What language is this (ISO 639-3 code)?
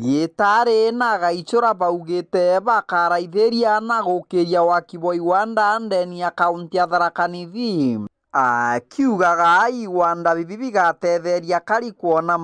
mer